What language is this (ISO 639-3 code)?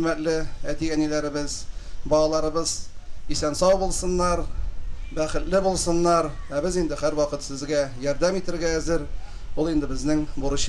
tat